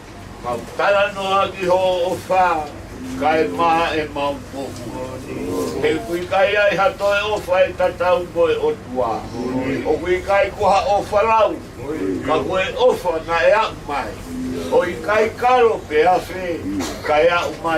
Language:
Tongan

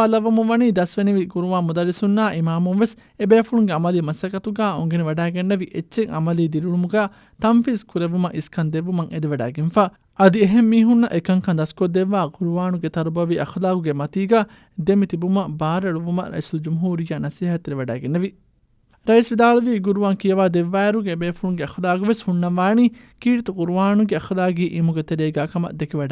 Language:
Divehi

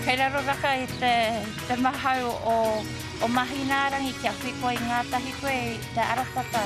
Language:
Māori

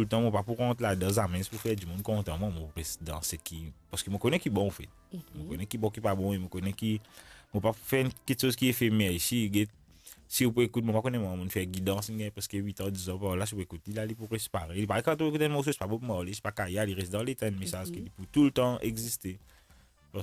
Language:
Morisyen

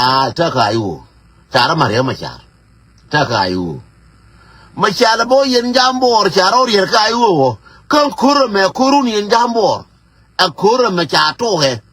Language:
Nuer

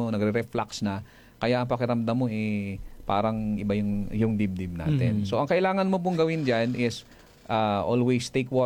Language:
Filipino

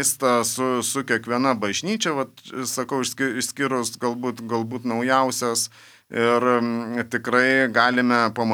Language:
Lithuanian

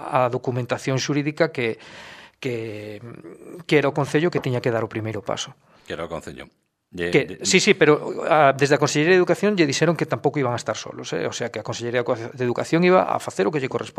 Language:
Galician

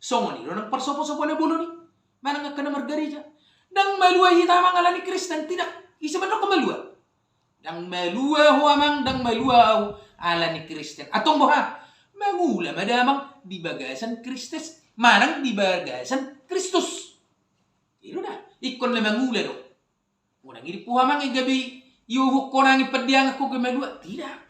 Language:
Batak Toba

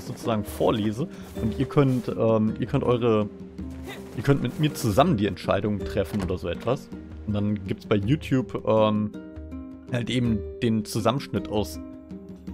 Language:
German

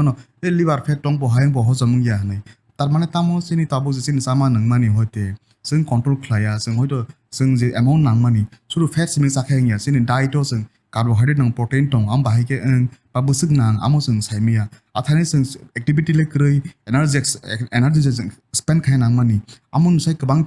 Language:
Kok Borok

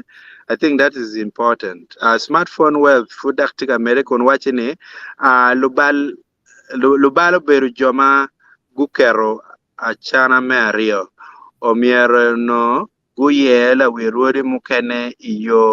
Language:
Acoli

